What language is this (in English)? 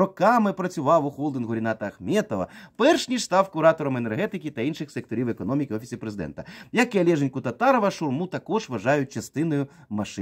Ukrainian